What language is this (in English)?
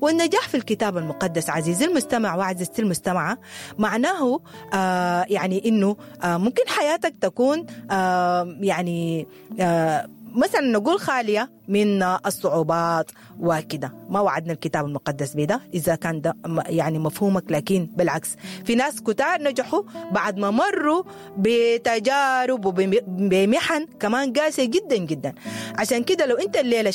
Sudanese Arabic